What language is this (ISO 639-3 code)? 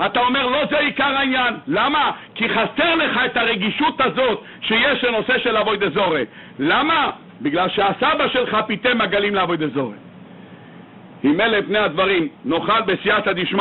heb